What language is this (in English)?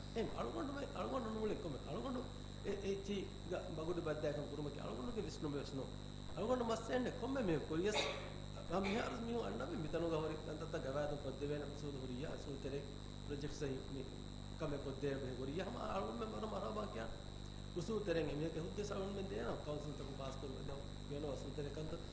Divehi